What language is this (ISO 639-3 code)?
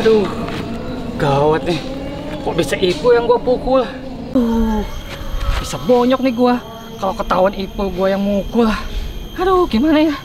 bew